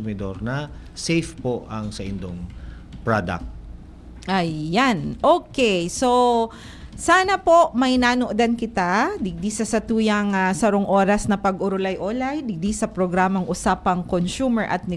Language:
Bikol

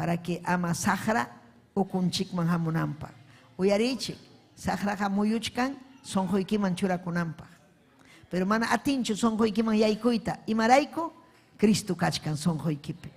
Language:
Ayacucho Quechua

